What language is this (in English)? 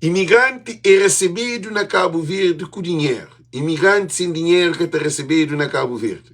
Kabuverdianu